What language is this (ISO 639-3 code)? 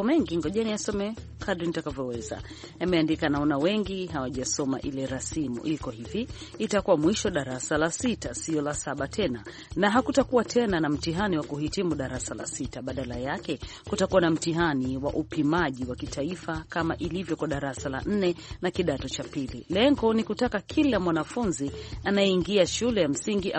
swa